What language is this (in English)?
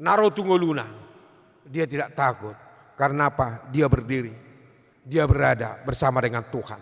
Batak Toba